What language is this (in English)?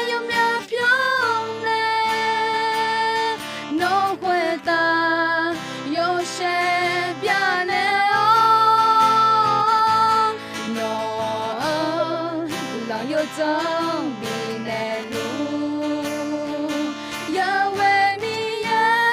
Akha